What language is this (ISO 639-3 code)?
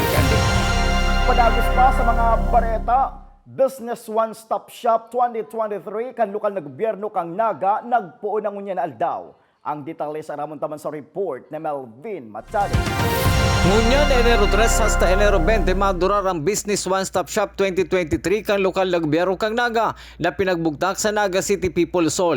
bik